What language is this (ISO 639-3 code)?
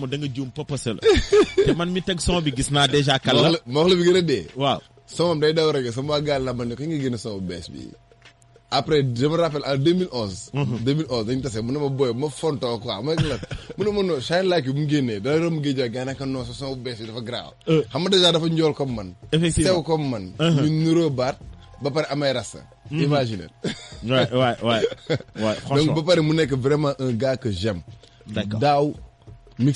wol